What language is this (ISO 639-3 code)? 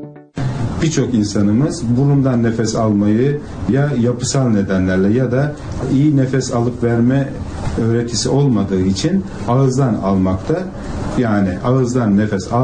tur